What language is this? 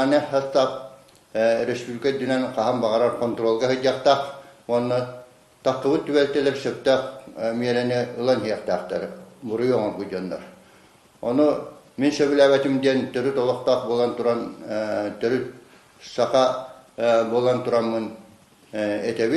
Yakut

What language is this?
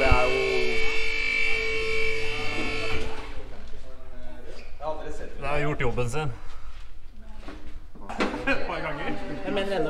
Norwegian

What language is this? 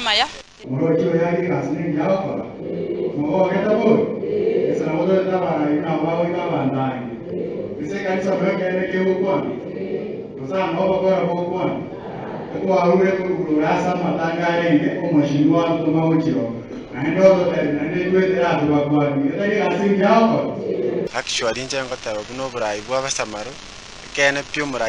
Gusii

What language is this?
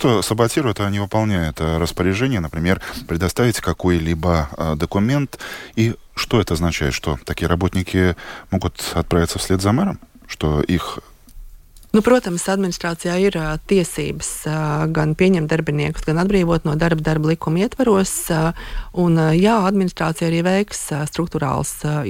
Latvian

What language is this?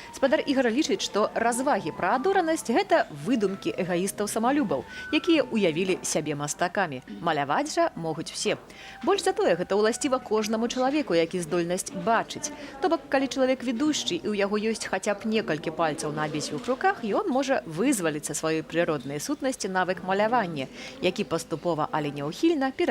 Belarusian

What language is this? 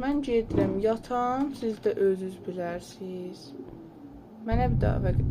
South Azerbaijani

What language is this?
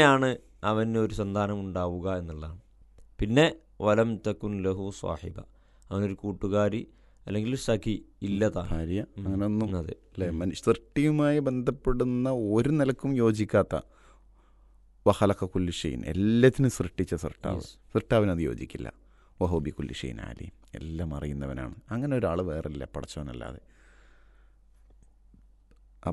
Malayalam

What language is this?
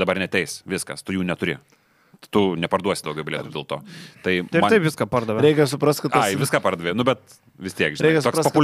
Lithuanian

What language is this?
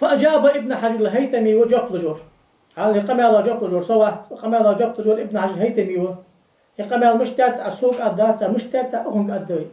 Ingush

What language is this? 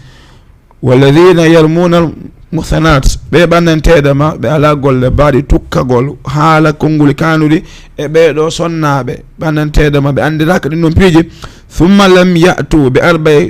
Fula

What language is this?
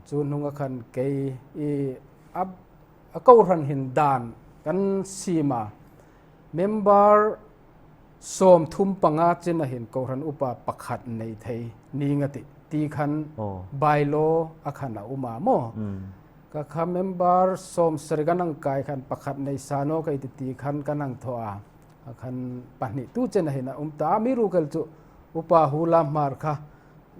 Hmar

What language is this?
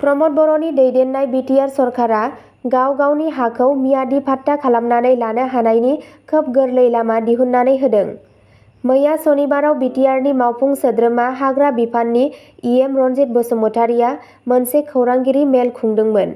Bodo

